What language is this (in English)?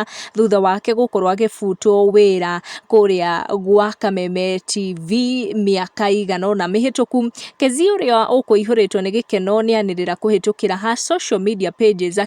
Kikuyu